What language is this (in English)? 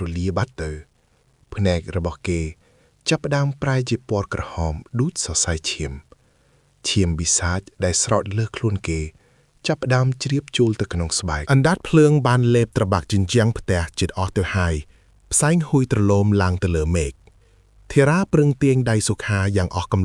Khmer